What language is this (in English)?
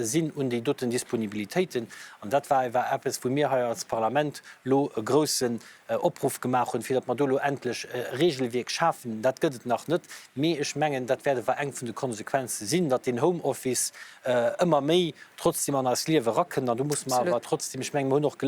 Luxembourgish